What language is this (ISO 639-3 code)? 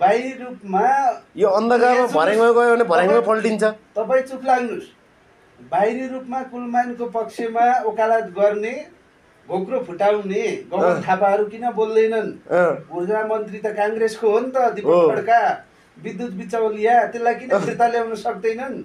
nep